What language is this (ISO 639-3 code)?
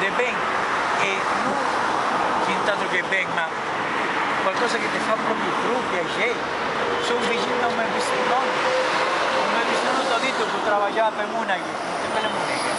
lij